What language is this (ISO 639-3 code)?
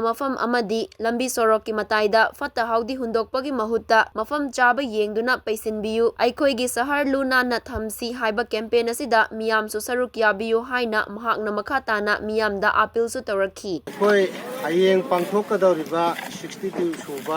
mni